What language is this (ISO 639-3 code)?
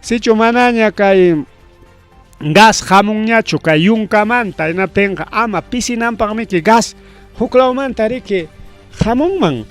quy